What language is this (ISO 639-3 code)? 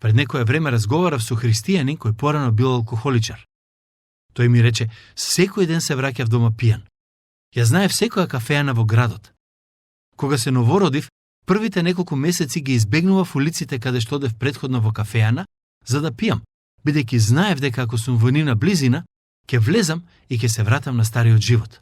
mkd